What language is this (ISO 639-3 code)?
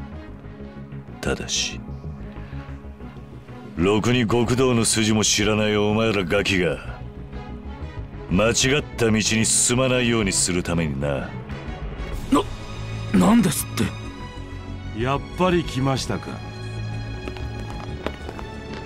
jpn